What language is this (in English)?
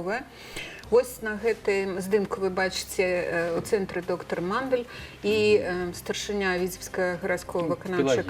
Belarusian